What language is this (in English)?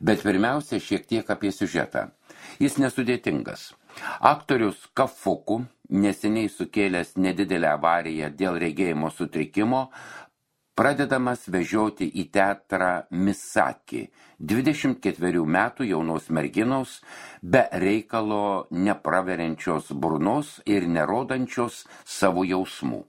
Lithuanian